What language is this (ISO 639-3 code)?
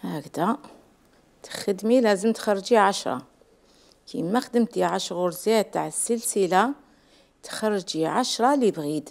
arq